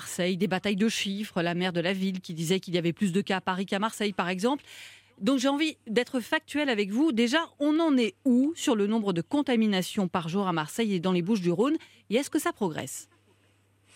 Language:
French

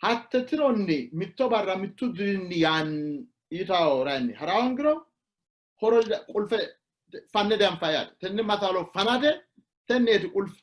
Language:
Sidamo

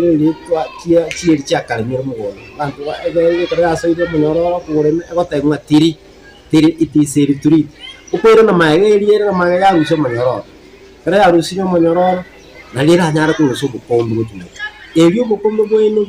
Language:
Gusii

